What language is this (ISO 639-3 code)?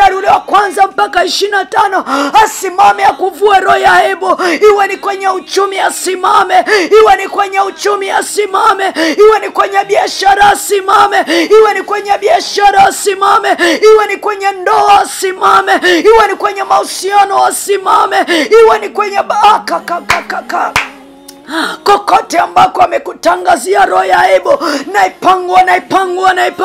swa